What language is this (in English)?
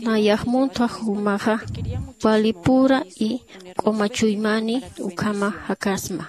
Aymara